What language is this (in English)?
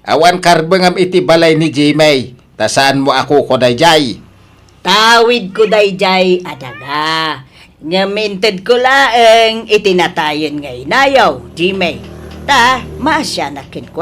Iloko